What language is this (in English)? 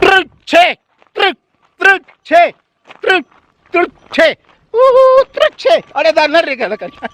Brahui